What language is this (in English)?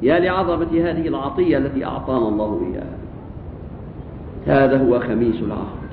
Egyptian Arabic